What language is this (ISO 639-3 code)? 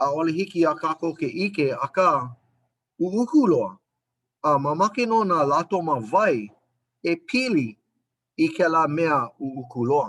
haw